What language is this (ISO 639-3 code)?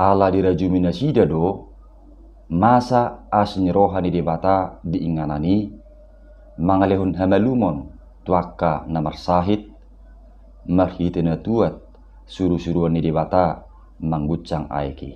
bbc